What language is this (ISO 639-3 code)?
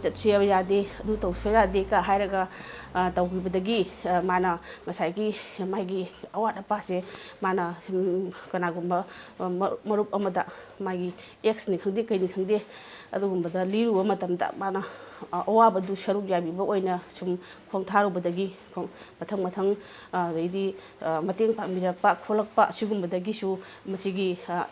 mni